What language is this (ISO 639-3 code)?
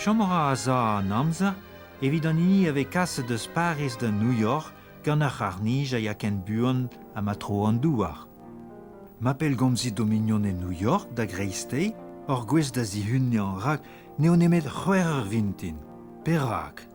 bre